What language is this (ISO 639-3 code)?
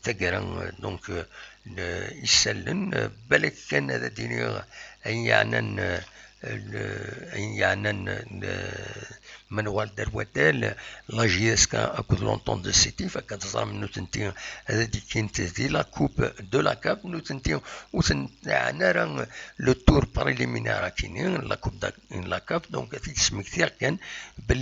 kab